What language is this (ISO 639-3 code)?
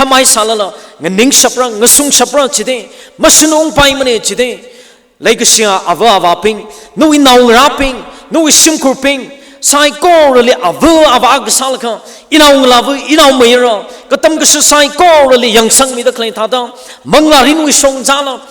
nmf